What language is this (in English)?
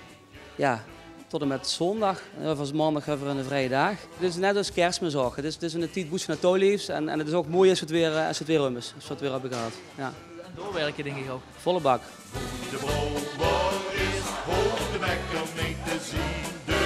Limburgish